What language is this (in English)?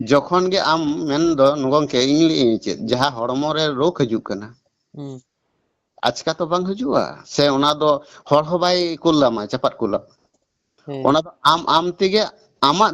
Santali